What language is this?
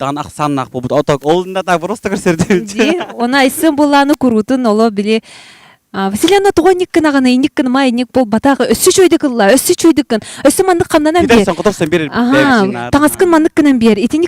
Yakut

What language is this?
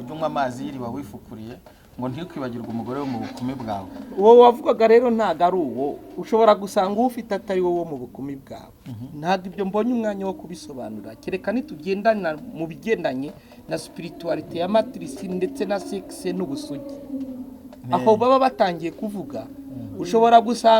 Kinyarwanda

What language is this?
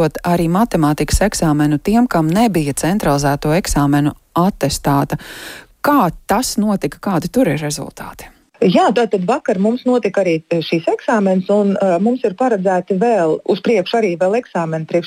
Latvian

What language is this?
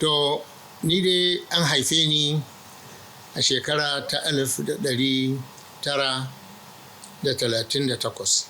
Hausa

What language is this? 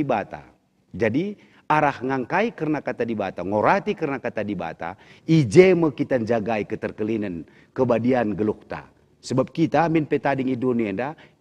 Batak Karo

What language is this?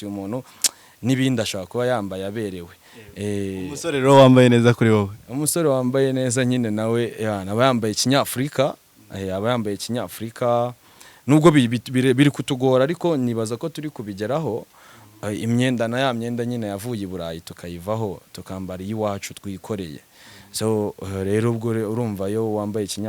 Kinyarwanda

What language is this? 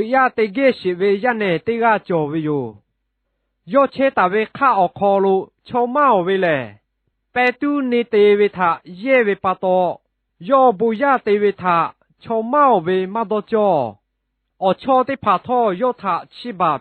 Lahu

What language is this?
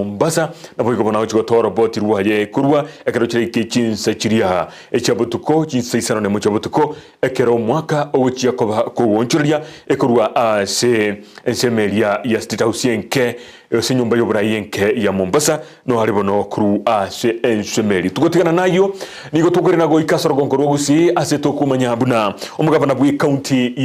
Gusii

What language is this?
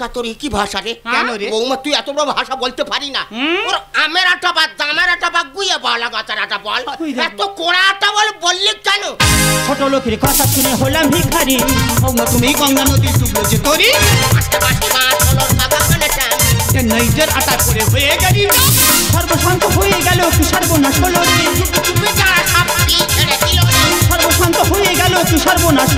Bangla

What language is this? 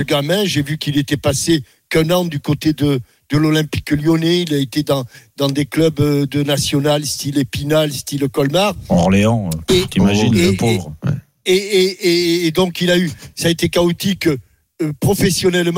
French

